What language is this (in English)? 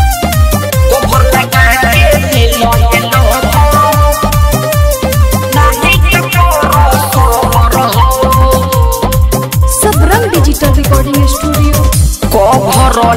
Bhojpuri